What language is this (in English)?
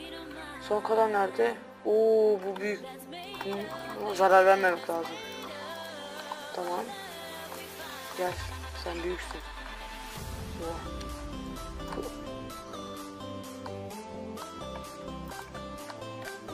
Turkish